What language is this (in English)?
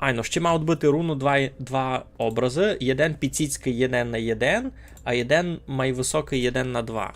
Rusyn